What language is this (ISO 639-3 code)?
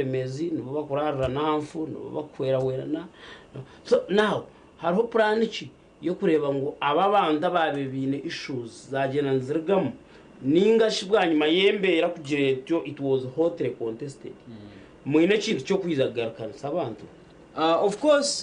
nyn